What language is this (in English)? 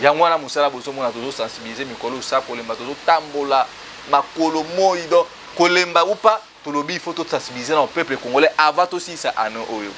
Lingala